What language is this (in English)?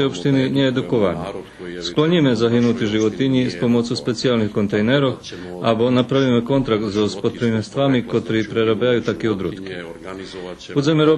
Rusyn